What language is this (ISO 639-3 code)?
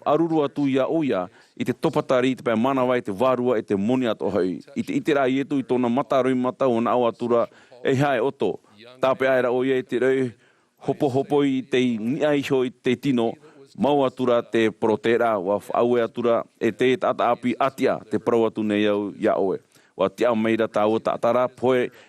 tah